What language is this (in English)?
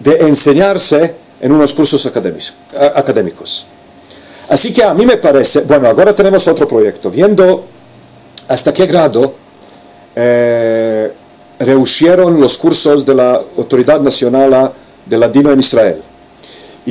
Ladino